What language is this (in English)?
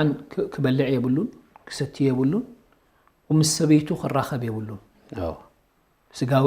Tigrinya